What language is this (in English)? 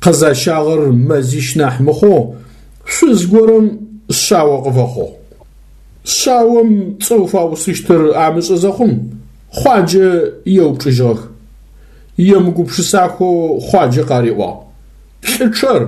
Adyghe